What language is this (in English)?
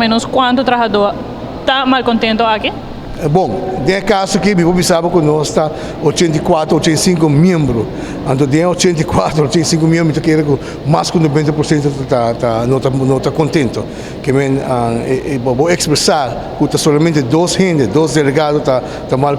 Papiamento